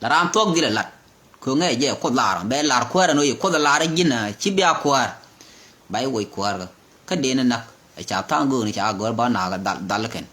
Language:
Nuer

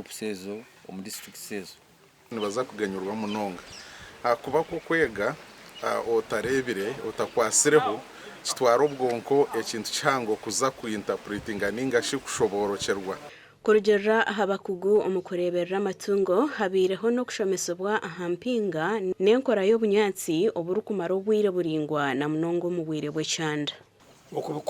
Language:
Nyankole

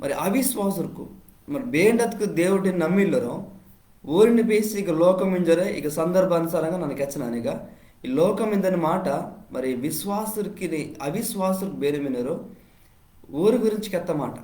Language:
Koya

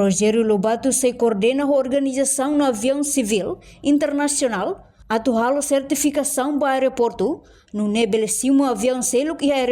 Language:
Tetum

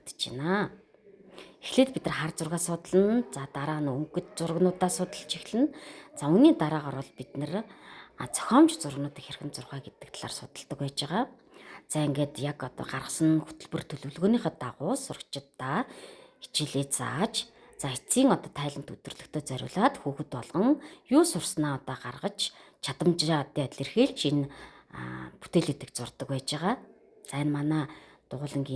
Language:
Mongolian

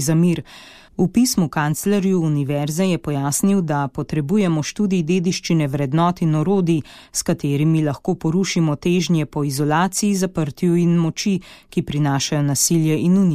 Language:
Slovenian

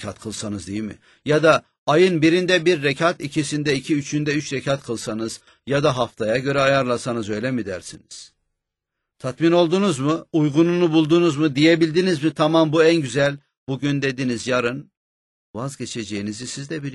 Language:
Turkish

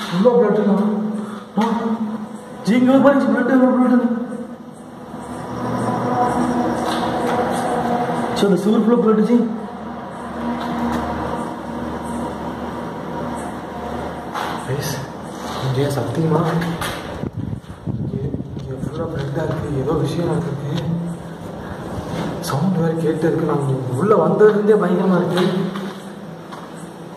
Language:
Tamil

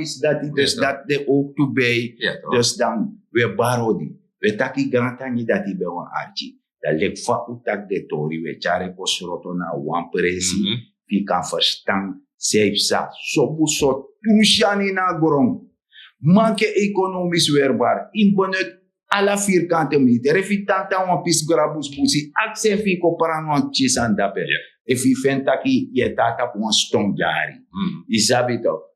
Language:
Sranan Tongo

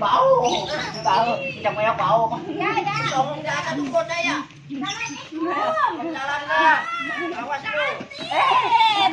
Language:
Betawi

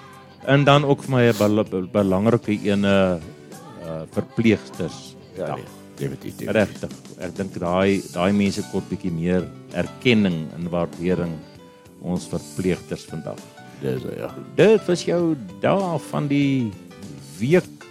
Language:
Afrikaans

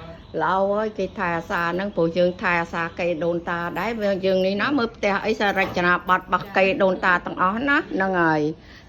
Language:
Khmer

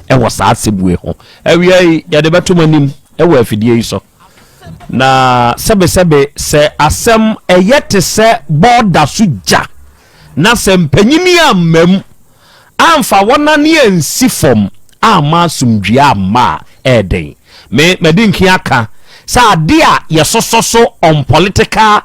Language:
Akan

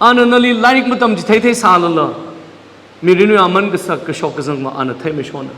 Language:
Tangkhul Naga (India)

